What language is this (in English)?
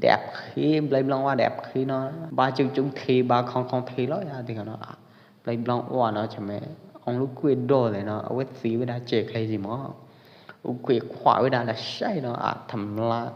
Pwo Eastern Karen